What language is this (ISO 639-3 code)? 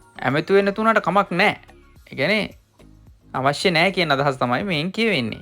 sin